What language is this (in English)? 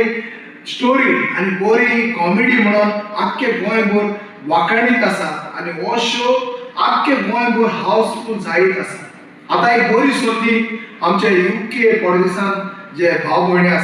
Konkani